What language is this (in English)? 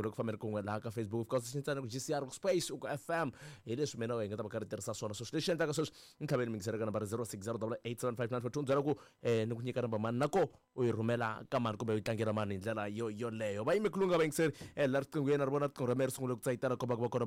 Tsonga